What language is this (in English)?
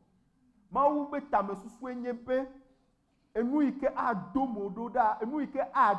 Ewe